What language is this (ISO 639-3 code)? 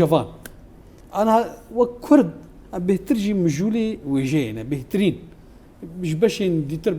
kur